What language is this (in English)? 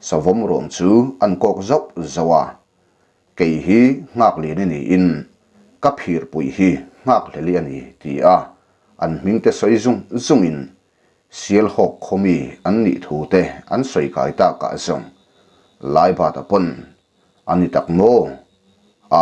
Mizo